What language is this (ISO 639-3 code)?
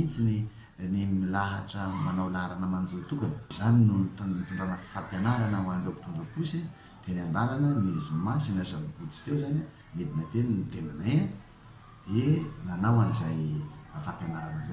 mlg